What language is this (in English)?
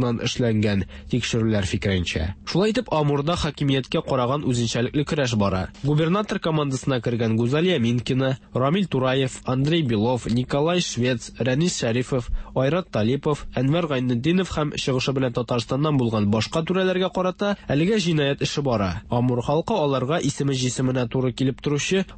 Tatar